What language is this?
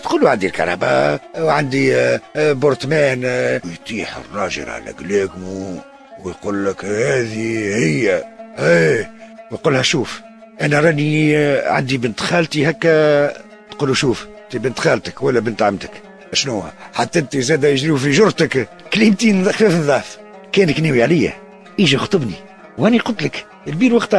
Tunisian Arabic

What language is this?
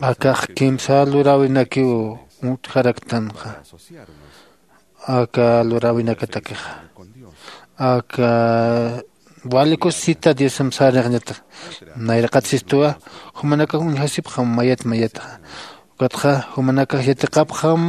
Aymara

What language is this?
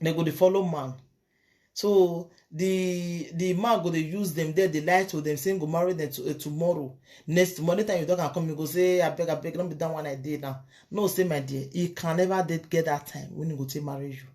Nigerian Pidgin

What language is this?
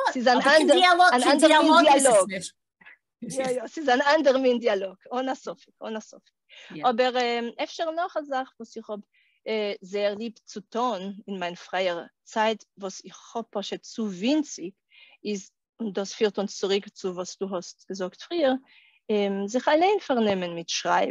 Yiddish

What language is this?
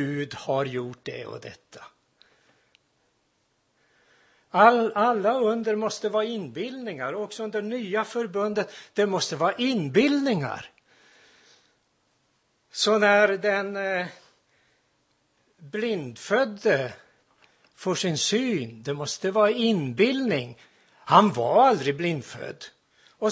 Swedish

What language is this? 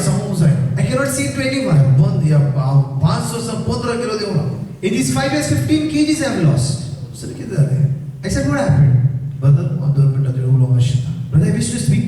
Konkani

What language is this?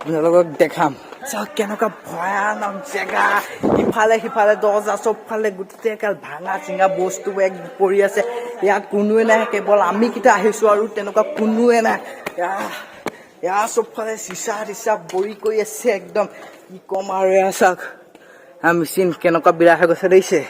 Assamese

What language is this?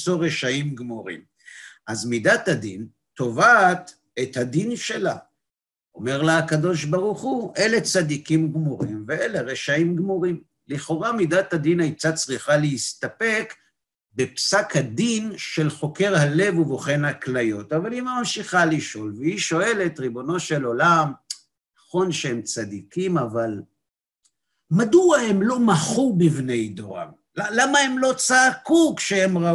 Hebrew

